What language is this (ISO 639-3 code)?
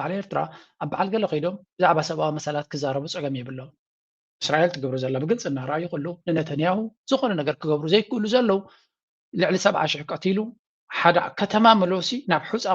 tir